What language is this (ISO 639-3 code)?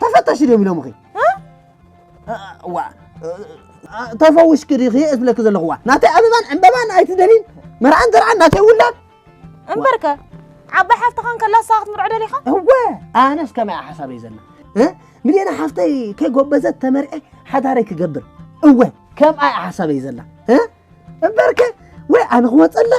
tir